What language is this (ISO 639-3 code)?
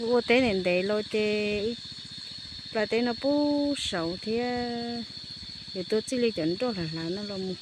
hmn